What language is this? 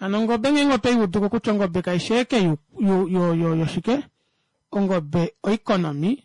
Kuanyama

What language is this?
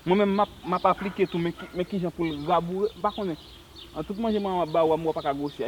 Haitian Creole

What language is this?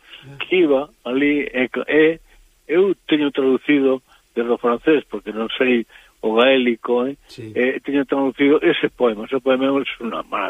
Galician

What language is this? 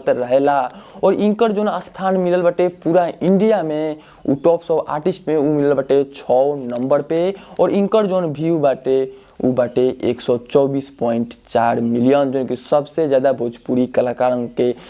Bhojpuri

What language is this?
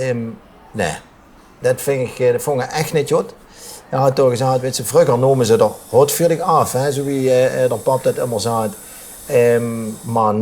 Limburgish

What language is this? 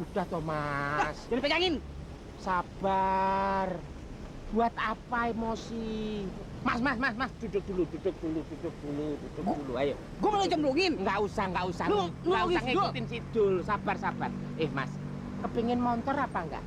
Betawi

